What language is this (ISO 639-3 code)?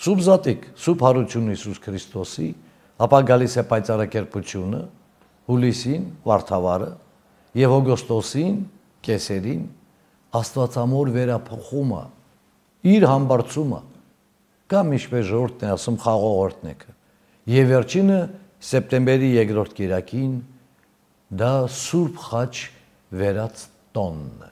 hye